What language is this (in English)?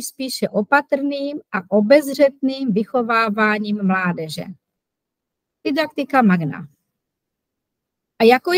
Czech